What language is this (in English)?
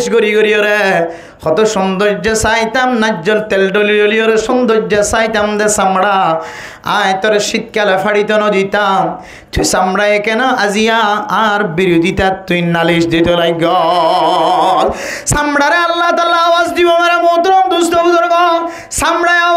Rohingya